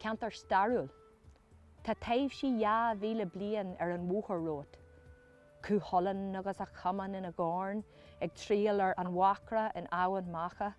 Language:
Irish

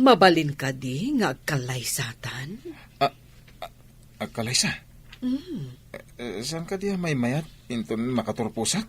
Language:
Iloko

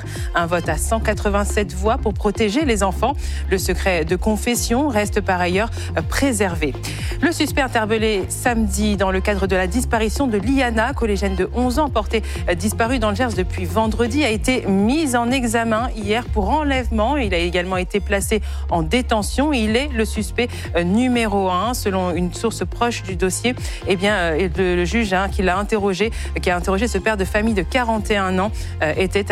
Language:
French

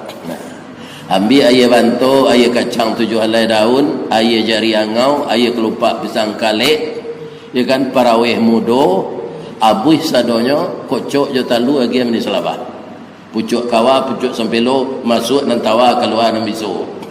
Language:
Minangkabau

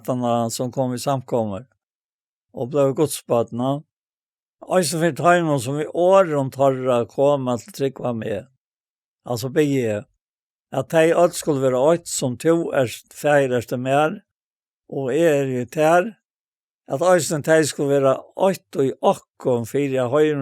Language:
Faroese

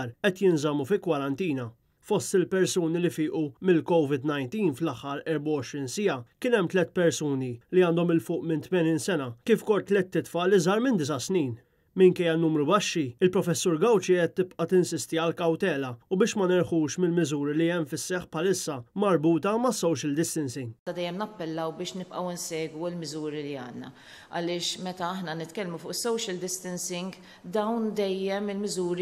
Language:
Maltese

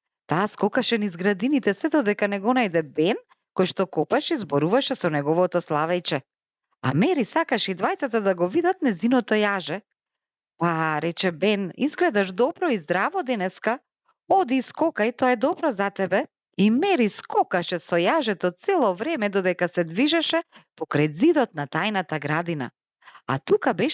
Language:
Macedonian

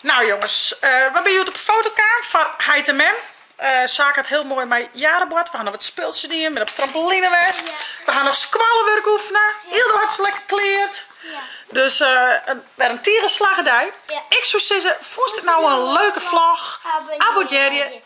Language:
Western Frisian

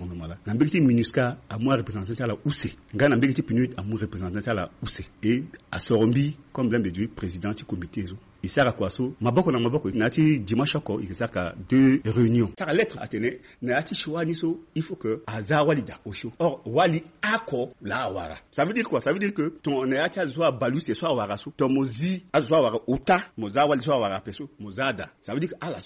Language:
Sango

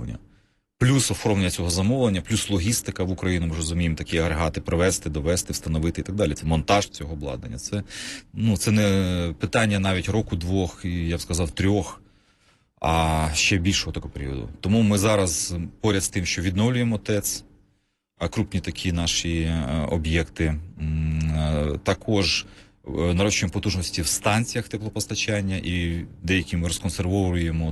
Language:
Ukrainian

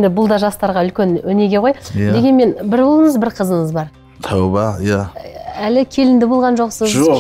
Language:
Kazakh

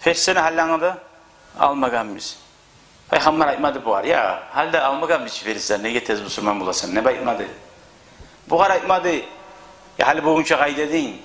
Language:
Kumyk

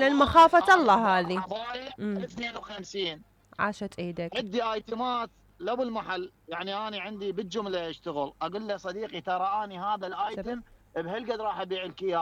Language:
Mesopotamian Arabic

